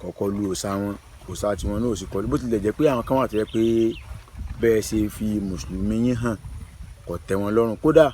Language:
Yoruba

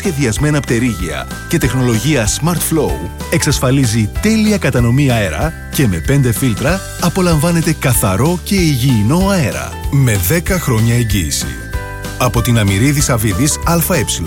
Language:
Greek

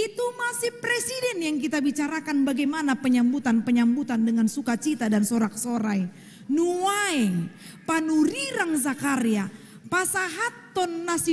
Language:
Batak Toba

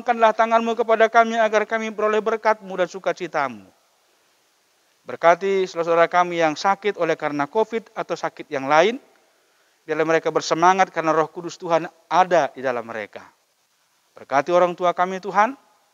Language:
Indonesian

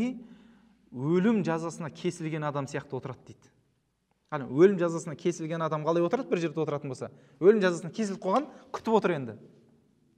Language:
Kazakh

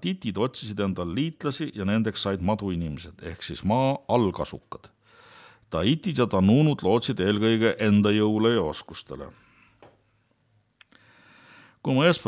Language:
Estonian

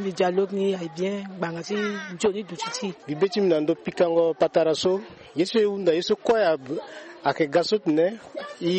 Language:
Sango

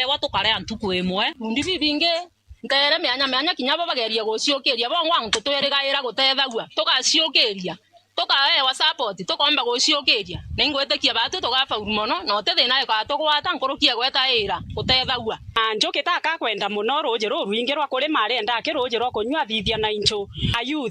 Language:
Meru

